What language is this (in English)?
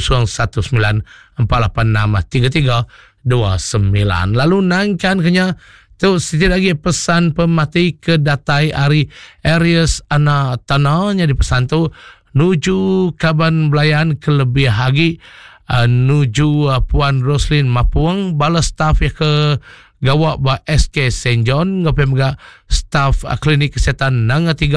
Iban